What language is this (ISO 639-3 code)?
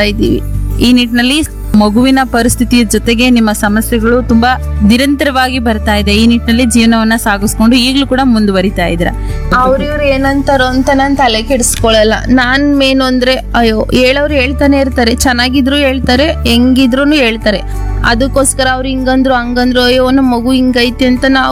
kan